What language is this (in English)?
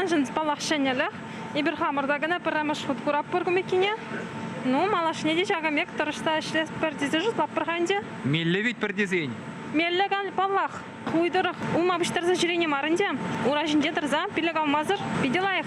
Chuvash